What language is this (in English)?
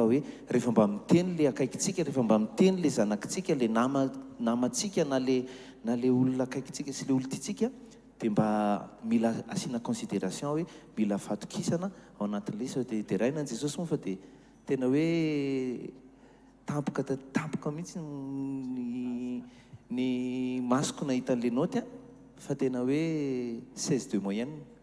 Malagasy